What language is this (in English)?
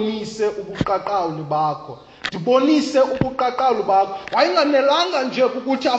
Xhosa